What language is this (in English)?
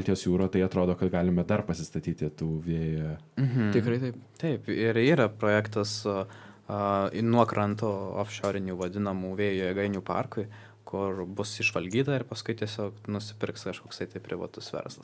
Lithuanian